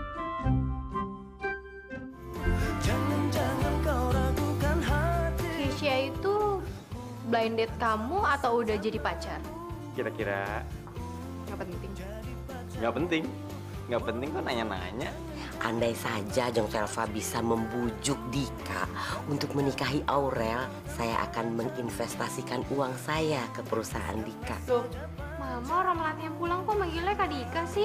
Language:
Indonesian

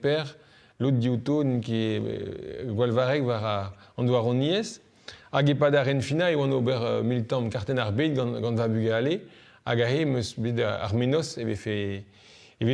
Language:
Breton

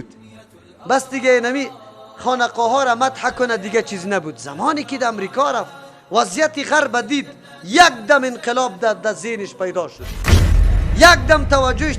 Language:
Persian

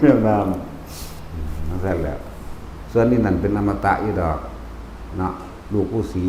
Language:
Northeastern Thai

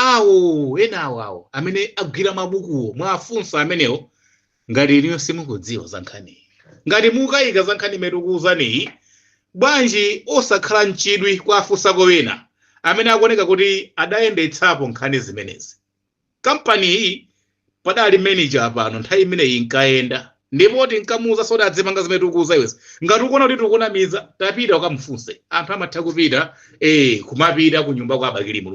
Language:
Nyanja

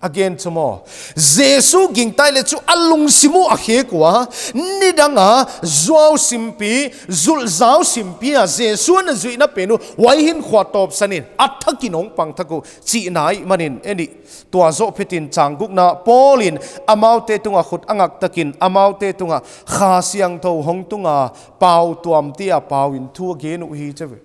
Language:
Paite Chin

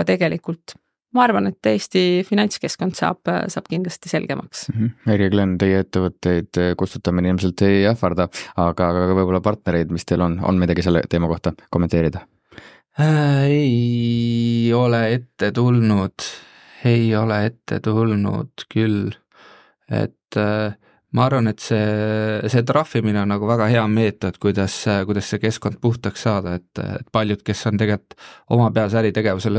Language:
Estonian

